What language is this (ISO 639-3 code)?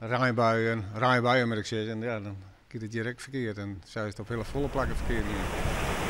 fry